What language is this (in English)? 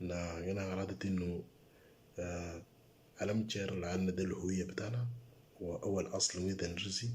Moro